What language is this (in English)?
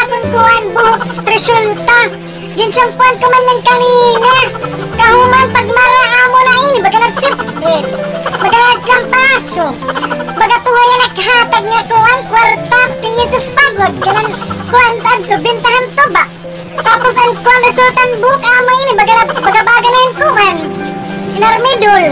Waray